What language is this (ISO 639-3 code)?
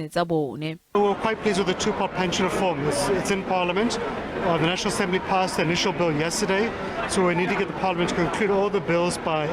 tsn